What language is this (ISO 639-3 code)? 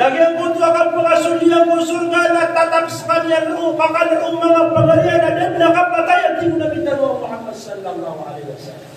mrw